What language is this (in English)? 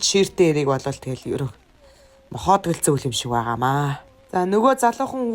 Mongolian